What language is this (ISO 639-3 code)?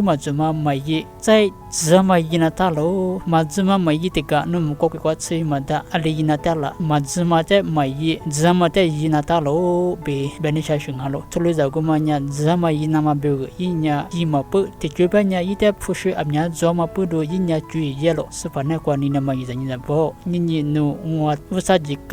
lis